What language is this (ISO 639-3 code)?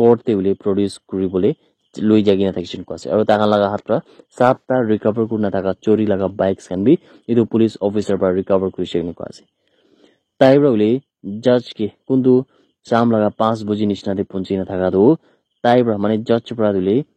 nag